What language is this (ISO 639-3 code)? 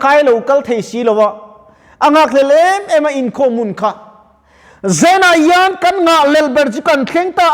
lus